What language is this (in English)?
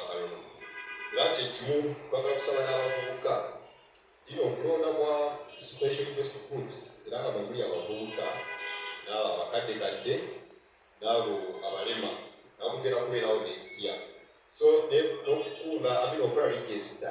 Ganda